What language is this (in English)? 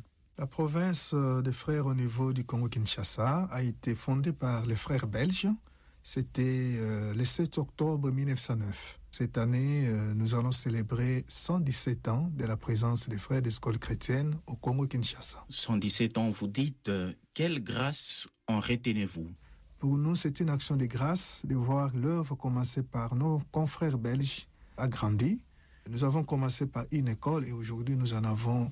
French